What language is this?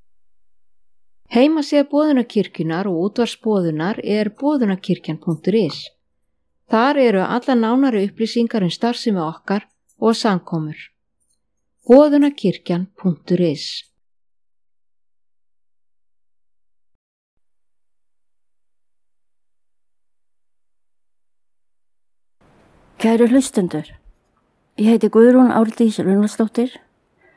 Icelandic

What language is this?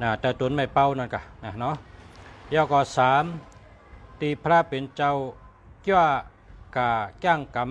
Shan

